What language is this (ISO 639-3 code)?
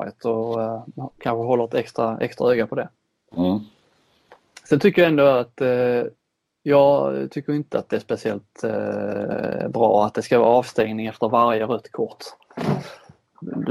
swe